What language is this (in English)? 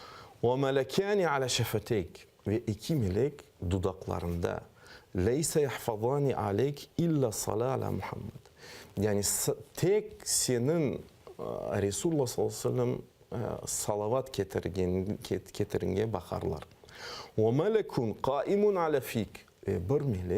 Crimean Tatar